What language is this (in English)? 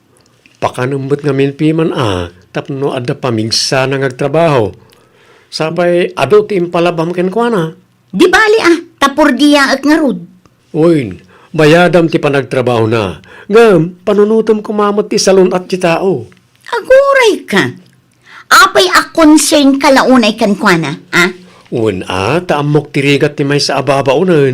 Iloko